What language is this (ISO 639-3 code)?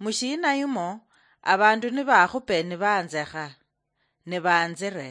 luy